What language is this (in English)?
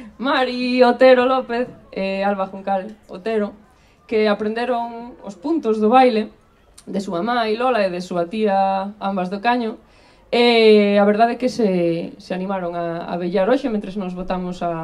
Galician